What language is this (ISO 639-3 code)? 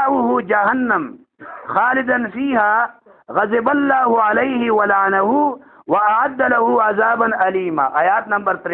pus